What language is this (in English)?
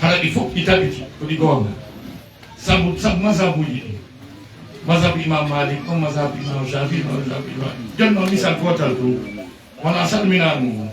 Fula